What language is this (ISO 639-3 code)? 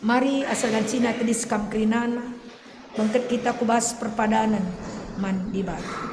btx